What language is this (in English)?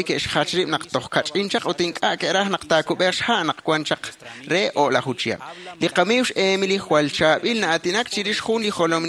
Kekchí